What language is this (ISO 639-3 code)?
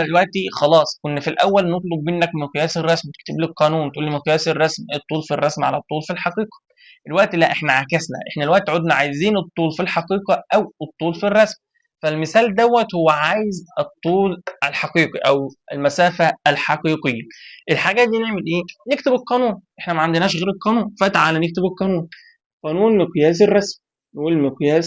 arz